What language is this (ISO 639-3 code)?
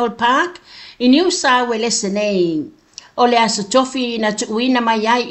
smo